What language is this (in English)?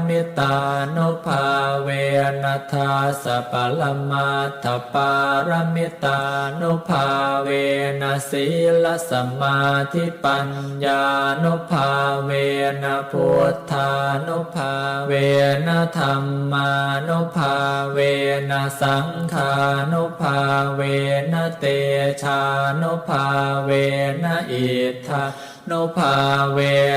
Pali